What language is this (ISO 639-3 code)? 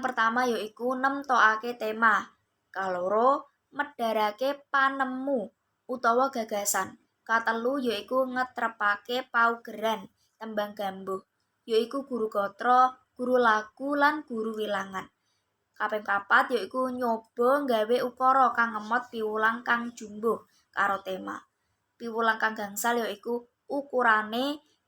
jav